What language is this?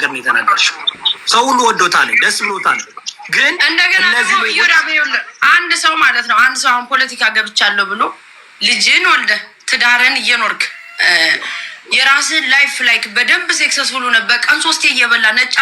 Amharic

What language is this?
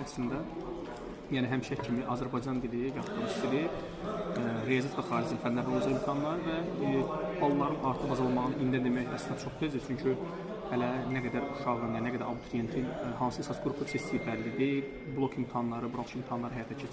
Azerbaijani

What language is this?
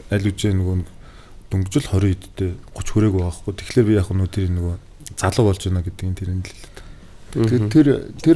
Mongolian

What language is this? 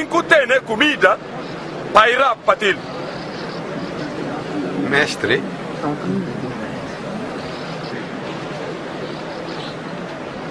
Portuguese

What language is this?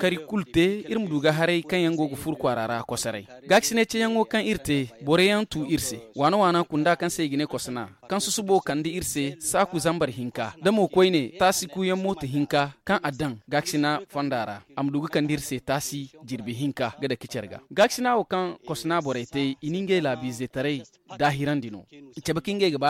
Zarma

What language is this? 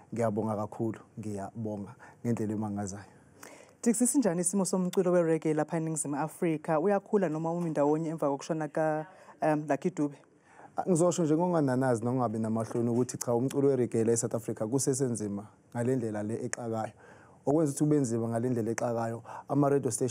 Zulu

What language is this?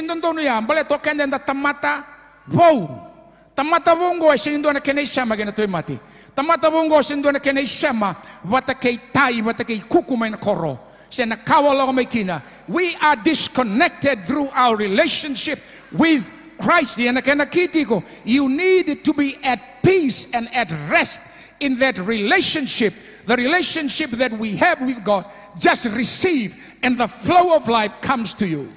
Fijian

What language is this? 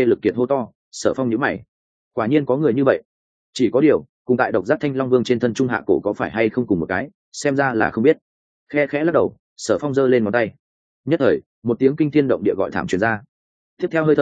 Vietnamese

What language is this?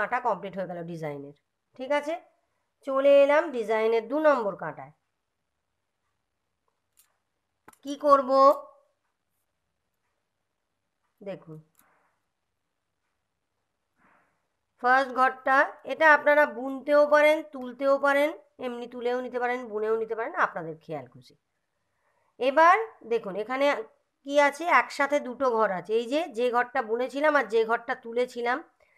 Bangla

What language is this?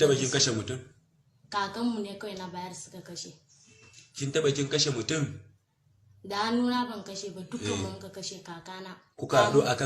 Hausa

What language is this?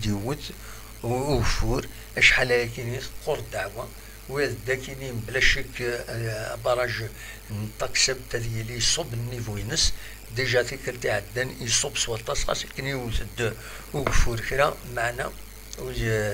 Kabyle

